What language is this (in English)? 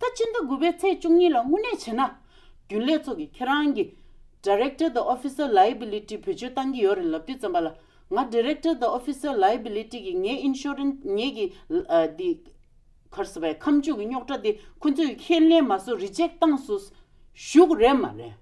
Tibetan